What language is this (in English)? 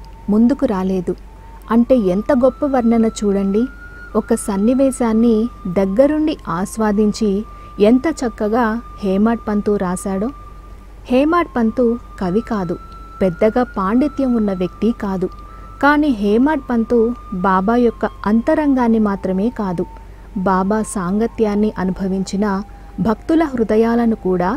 Telugu